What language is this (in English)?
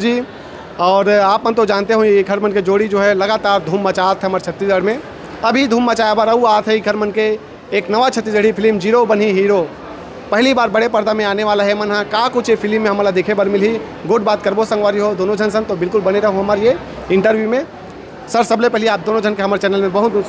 Chhattisgarhi